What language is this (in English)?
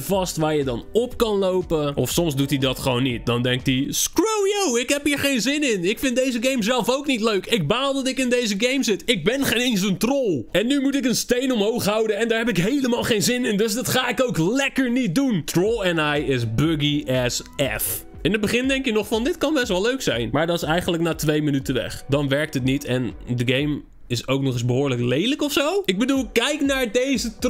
Dutch